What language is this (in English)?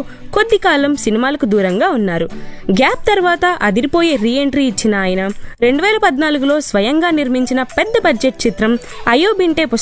Telugu